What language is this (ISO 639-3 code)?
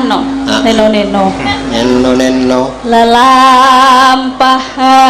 jav